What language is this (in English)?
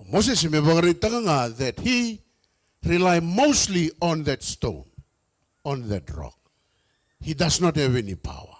Fijian